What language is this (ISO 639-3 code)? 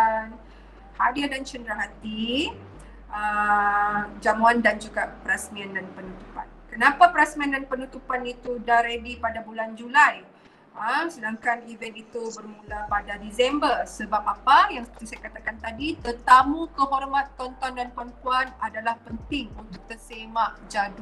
msa